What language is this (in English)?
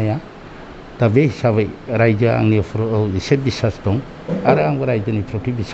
Bodo